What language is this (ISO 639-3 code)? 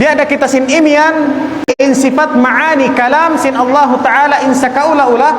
tsg